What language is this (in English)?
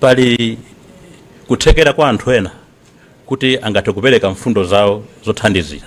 Nyanja